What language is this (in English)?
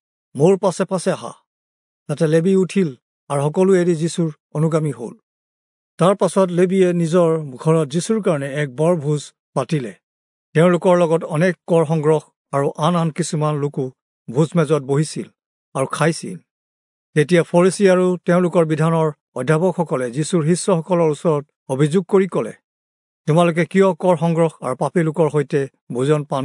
Assamese